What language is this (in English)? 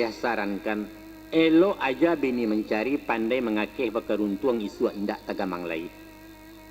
Minangkabau